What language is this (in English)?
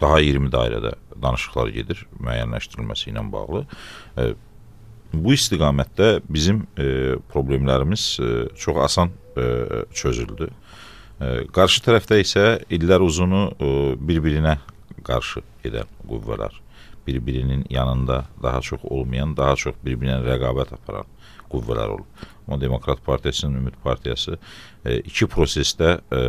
Azerbaijani